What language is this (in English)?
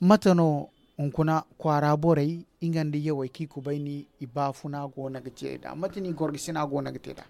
Zarma